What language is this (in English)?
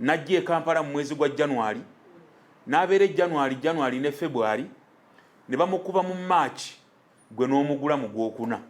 Ganda